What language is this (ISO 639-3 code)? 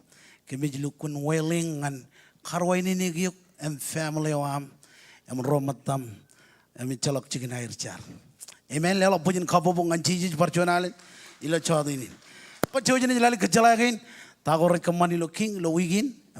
mah